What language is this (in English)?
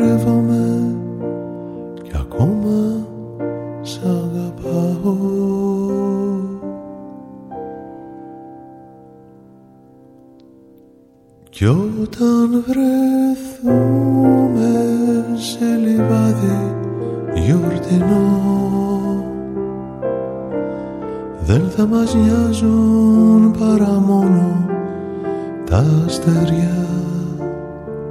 Greek